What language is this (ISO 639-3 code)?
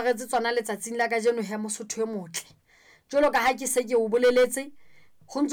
sot